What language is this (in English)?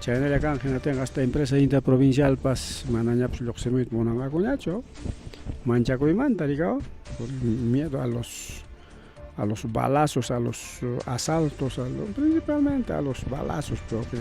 Ayacucho Quechua